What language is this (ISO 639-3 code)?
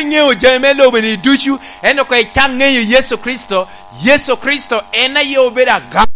laj